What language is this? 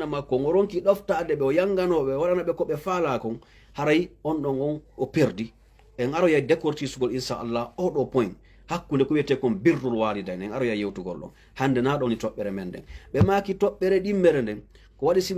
Fula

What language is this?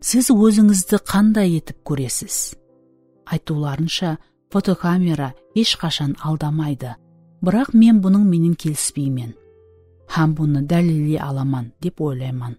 Kara-Kalpak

